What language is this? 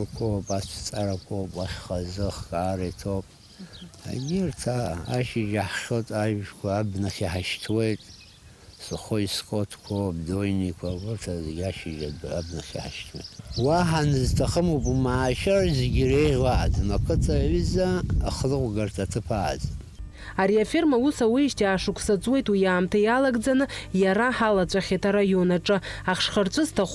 Abkhazian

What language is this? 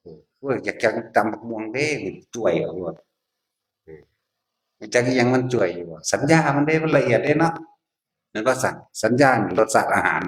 Northeastern Thai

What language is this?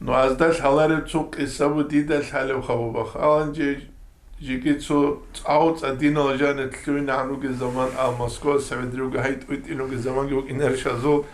Avaric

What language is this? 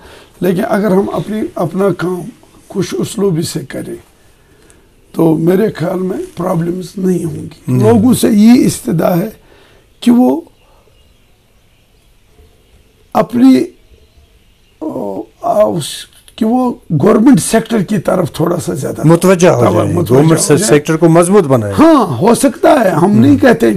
Urdu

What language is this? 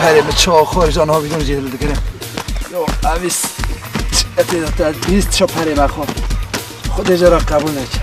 Kurdish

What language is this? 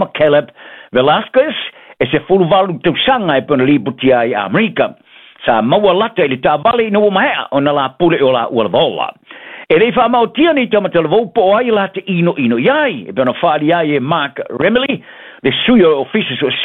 Samoan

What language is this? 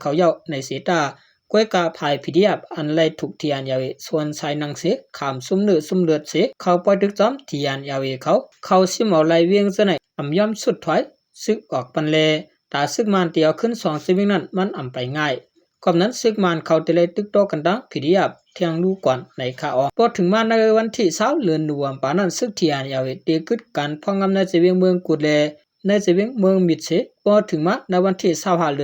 Shan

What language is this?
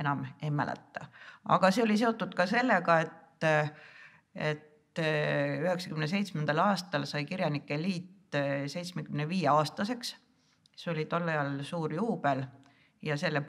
Estonian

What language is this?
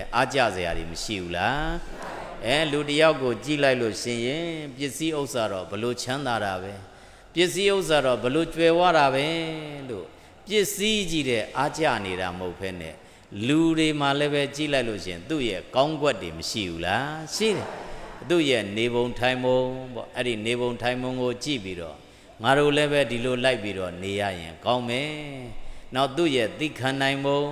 Burmese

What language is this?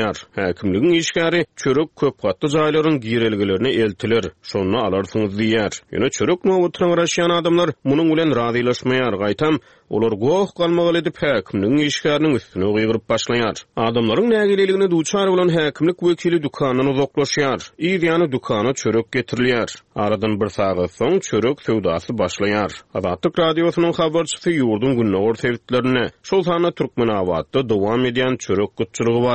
Turkmen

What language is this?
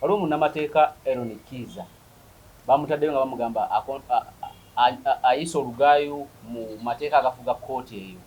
Ganda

